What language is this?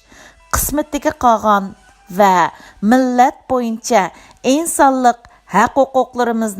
Uyghur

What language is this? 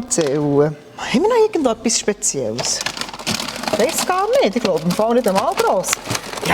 Swiss German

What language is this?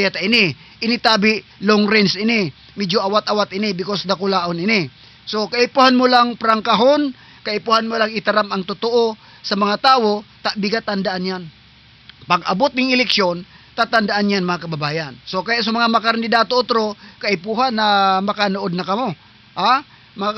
Southern Catanduanes Bikol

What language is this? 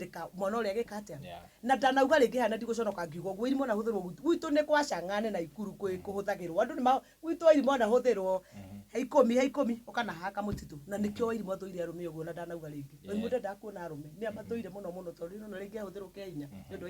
Kikuyu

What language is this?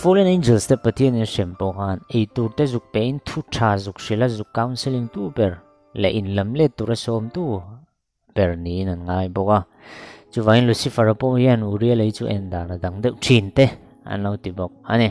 Mizo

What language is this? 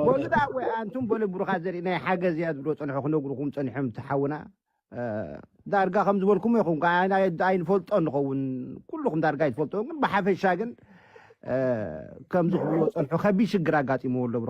Tigrinya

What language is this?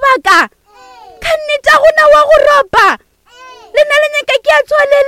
Northern Sotho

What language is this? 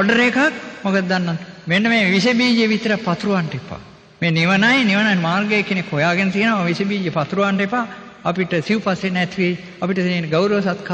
Sinhala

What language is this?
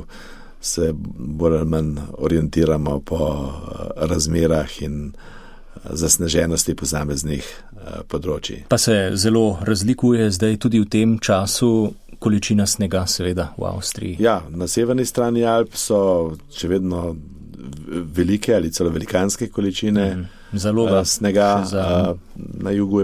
Slovenian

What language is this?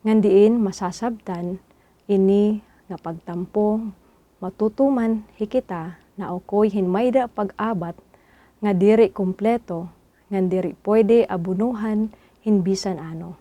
Waray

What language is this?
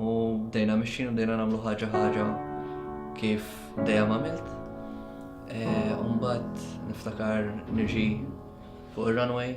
Maltese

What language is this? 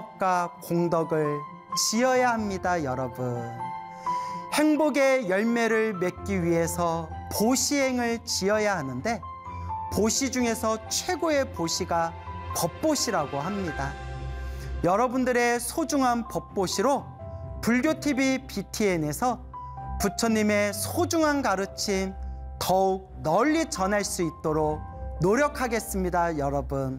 Korean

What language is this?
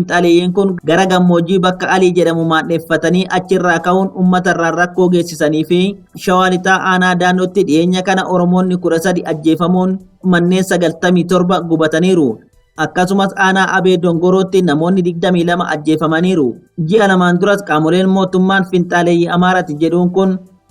Oromo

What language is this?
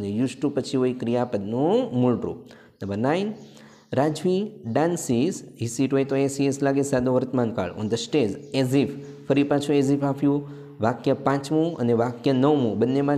Gujarati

